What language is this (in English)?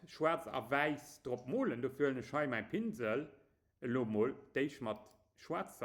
Luxembourgish